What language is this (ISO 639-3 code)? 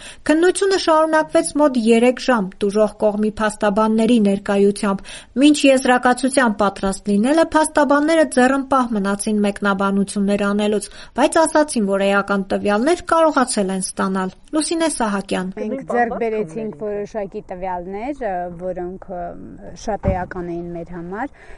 hye